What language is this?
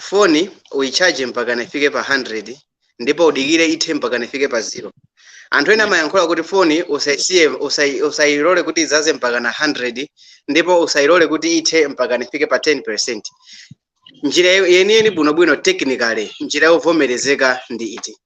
Nyanja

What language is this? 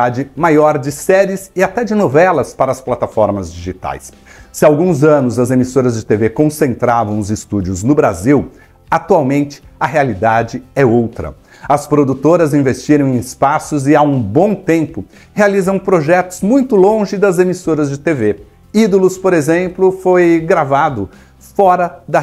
Portuguese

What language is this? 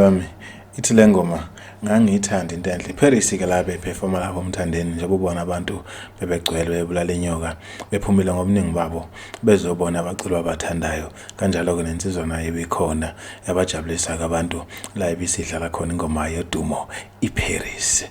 Zulu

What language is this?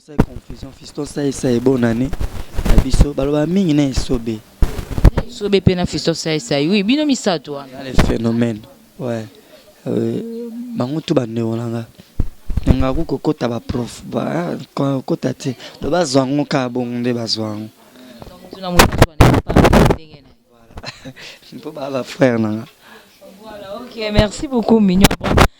Lingala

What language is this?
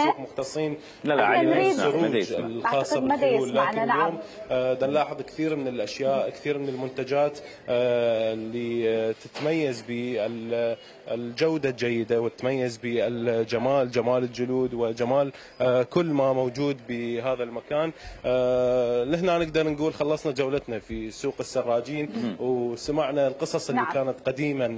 Mesopotamian Arabic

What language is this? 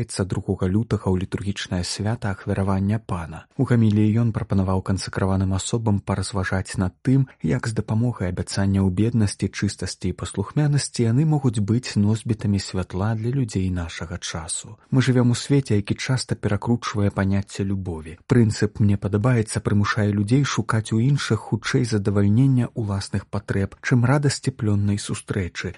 Belarusian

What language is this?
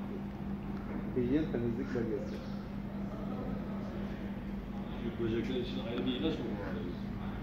Turkish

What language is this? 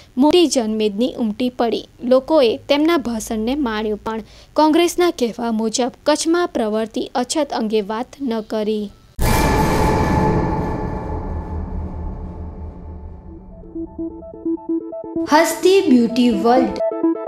Gujarati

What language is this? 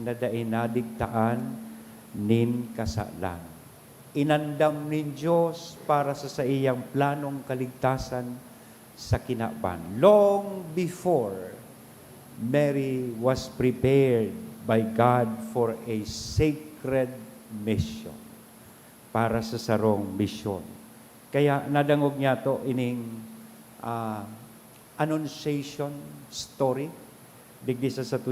Bikol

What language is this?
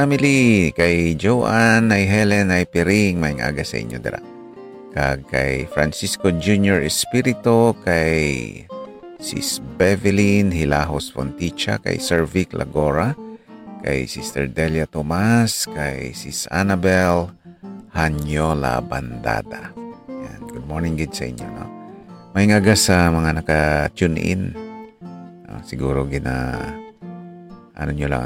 Hiligaynon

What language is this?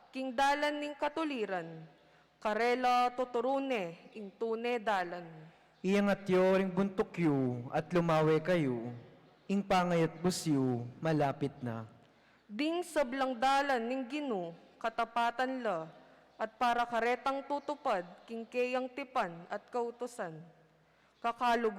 Pampanga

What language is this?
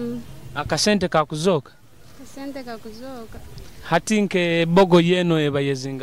Nyoro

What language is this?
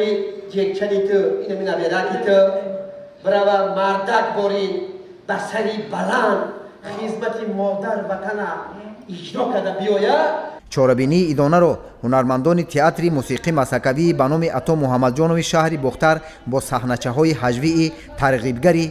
Tajik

